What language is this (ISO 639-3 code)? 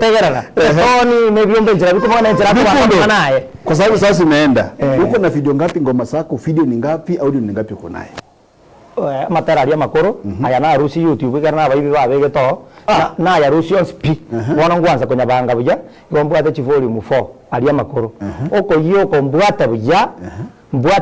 guz